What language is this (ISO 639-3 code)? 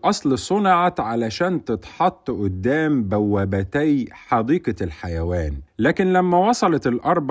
arz